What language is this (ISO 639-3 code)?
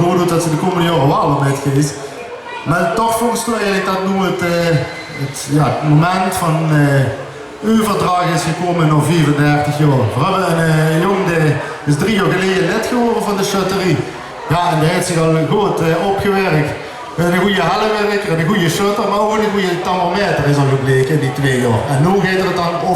lim